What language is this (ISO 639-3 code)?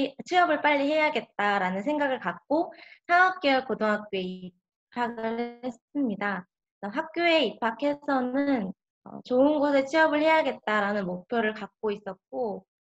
kor